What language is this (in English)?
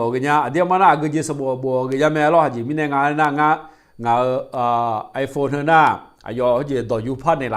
Akha